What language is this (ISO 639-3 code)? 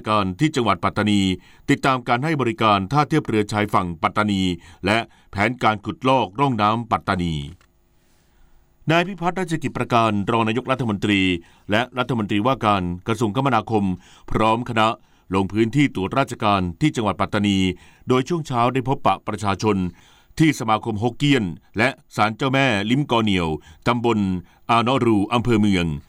tha